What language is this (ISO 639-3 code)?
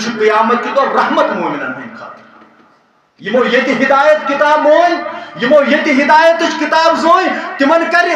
kas